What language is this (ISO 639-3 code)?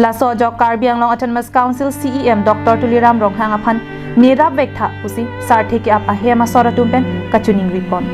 mjw